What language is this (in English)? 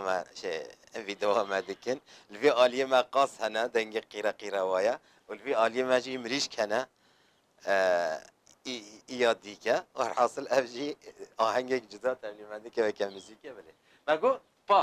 Kurdish